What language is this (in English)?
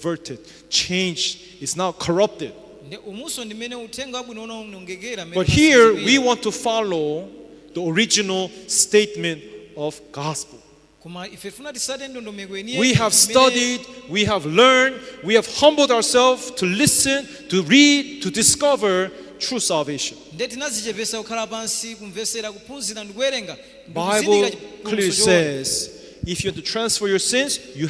Nyanja